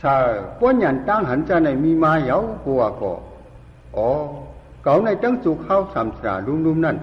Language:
Shan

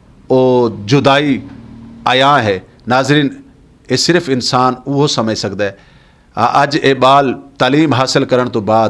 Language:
Western Panjabi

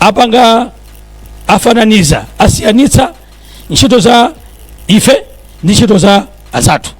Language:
Nyanja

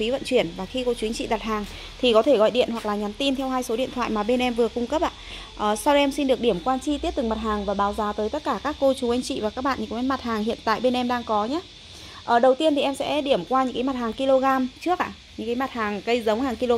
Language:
Vietnamese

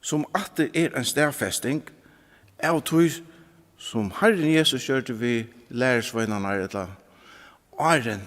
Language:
Faroese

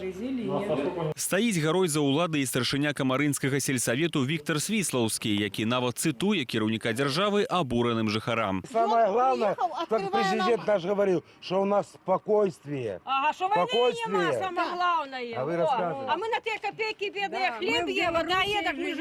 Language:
Belarusian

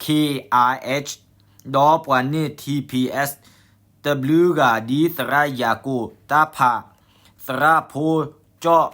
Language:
S'gaw Karen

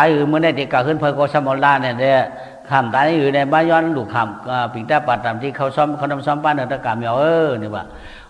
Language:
Shan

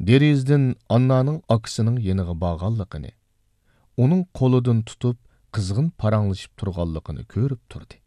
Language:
Uyghur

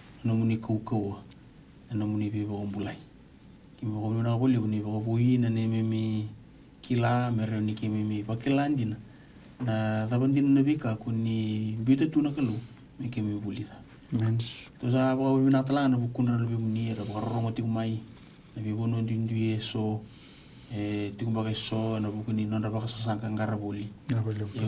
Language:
Fijian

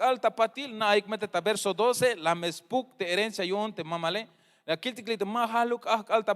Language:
Tzeltal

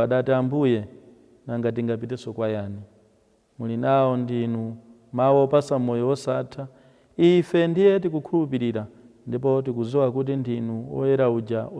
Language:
Nyanja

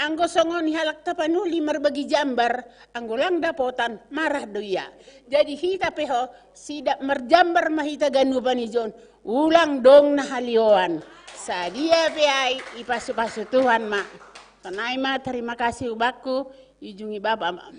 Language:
Batak Simalungun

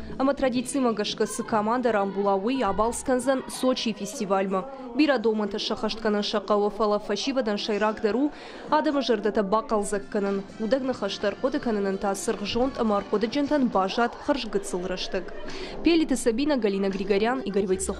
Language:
Ossetic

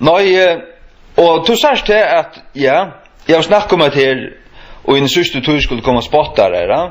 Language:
Faroese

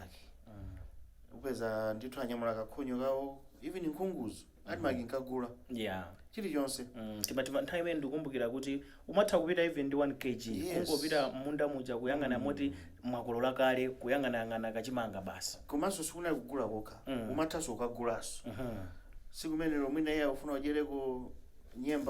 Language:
Nyanja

